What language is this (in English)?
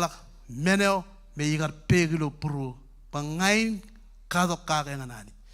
Marshallese